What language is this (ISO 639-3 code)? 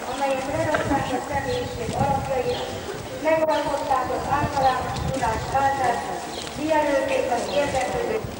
hun